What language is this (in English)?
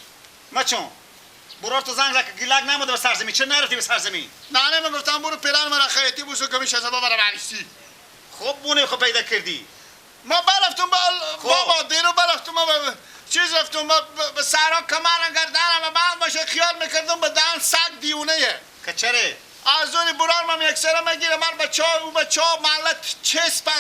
Persian